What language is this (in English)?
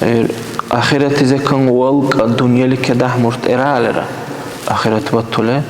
Dargwa